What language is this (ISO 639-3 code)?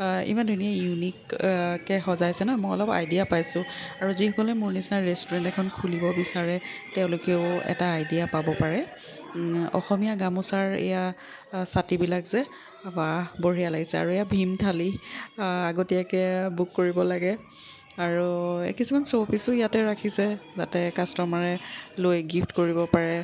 asm